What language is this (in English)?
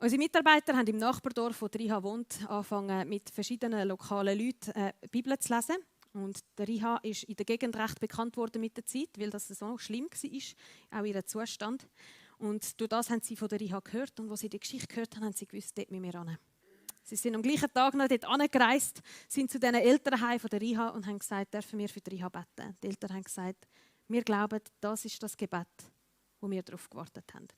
Swiss German